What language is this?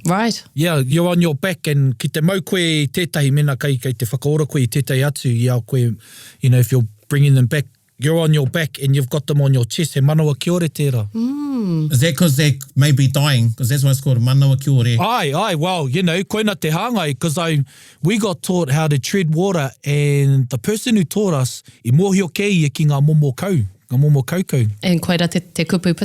Māori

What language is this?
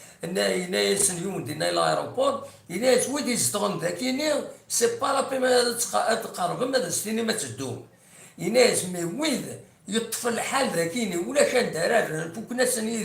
Kabyle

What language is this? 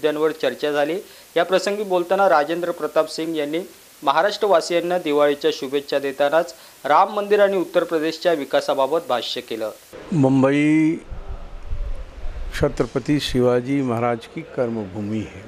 Marathi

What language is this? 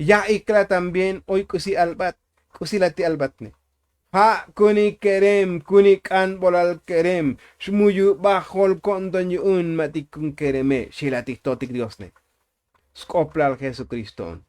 Tzotzil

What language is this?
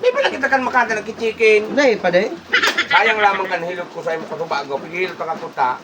Bikol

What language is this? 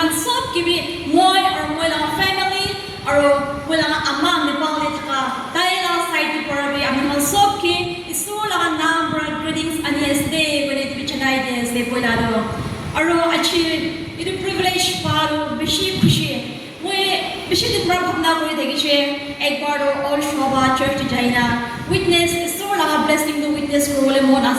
Yimchungru Naga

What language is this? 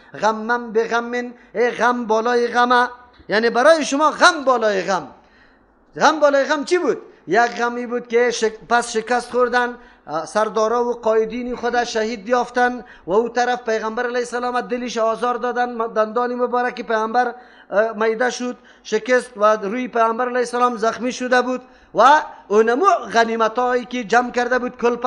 Persian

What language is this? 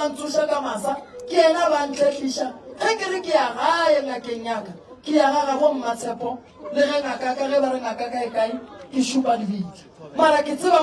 Northern Sotho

